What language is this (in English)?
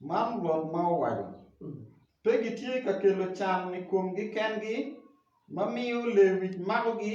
Acoli